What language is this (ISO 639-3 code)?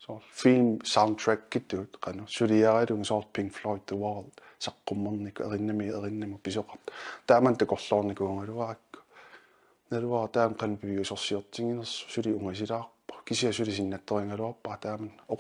kal